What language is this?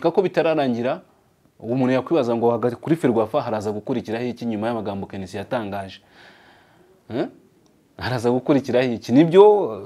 Kinyarwanda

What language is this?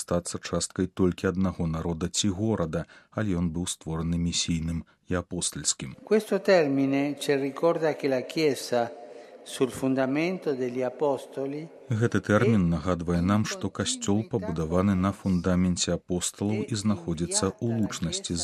Belarusian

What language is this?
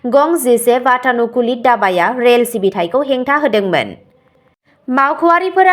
Bodo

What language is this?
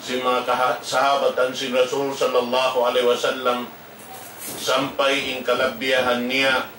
Tausug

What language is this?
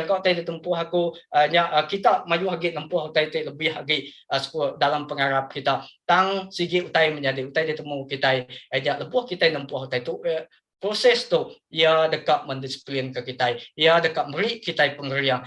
Iban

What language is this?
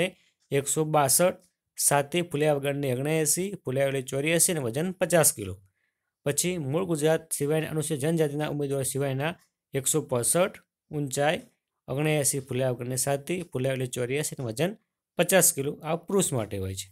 Gujarati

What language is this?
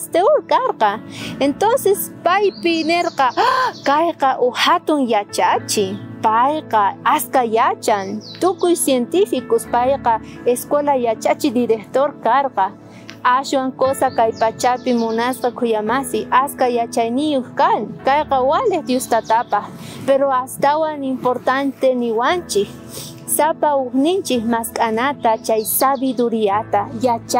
South Bolivian Quechua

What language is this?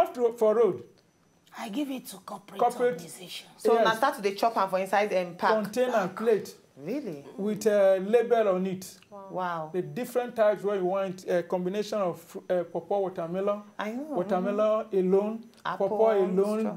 Nigerian Pidgin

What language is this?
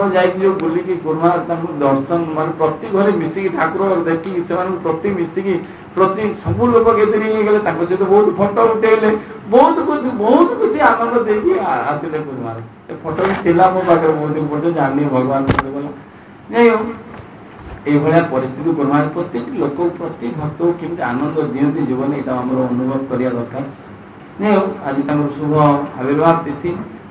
Odia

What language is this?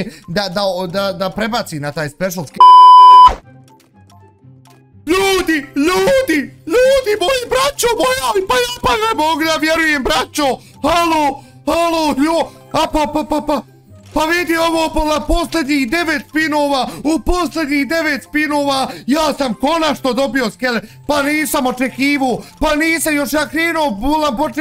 Bosnian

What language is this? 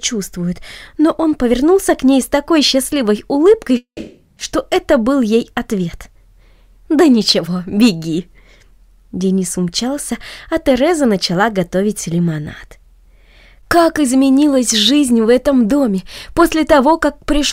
Russian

